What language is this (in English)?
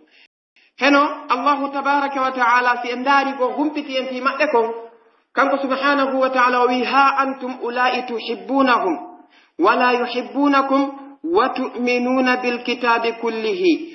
Pular